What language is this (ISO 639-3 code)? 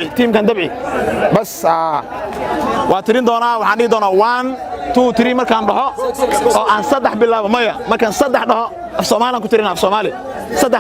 som